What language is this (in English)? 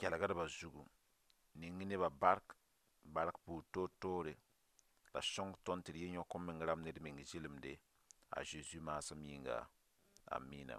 Mossi